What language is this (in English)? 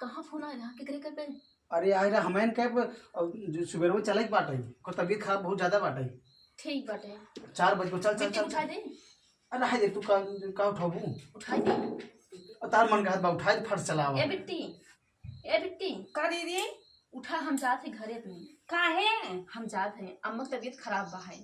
Awadhi